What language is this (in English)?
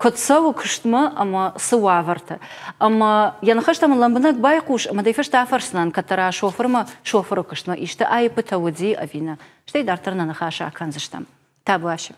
Ossetic